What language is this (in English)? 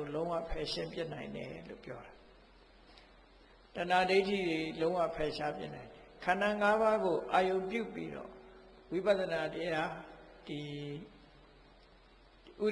Burmese